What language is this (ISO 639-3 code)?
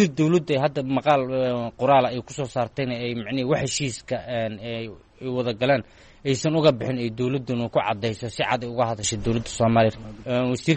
som